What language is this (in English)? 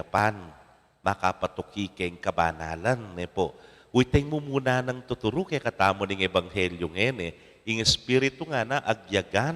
Pampanga